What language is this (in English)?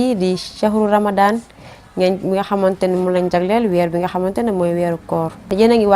Wolof